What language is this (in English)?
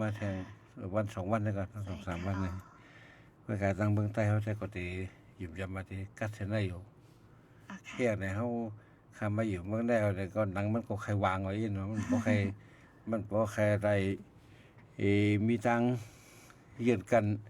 Shan